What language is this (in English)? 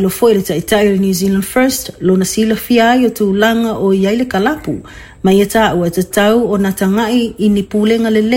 Samoan